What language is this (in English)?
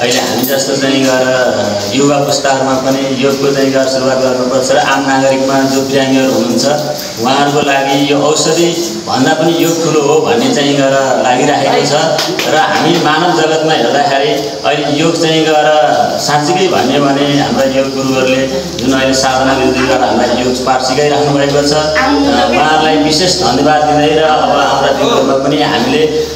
Nepali